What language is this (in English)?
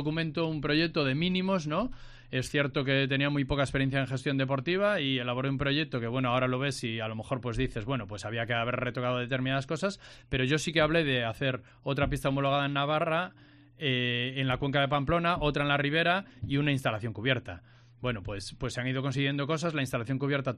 Spanish